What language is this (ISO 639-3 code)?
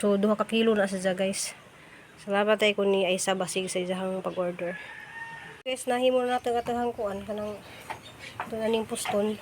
ceb